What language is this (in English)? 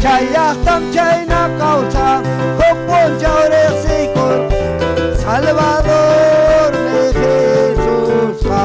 Ayacucho Quechua